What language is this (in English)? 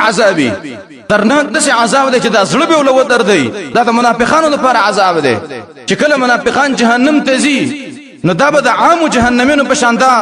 Pashto